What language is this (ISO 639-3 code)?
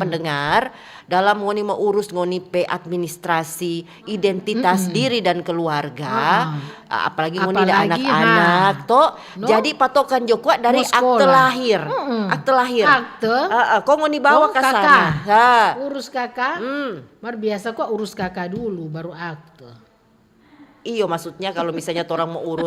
xmm